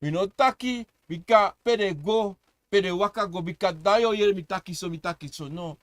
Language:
Sranan Tongo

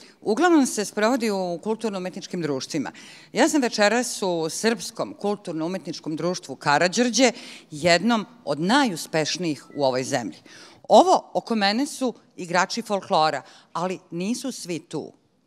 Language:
Serbian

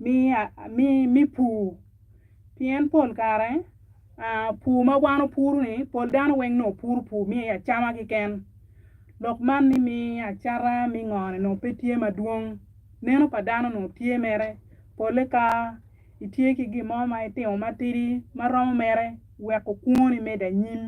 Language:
Acoli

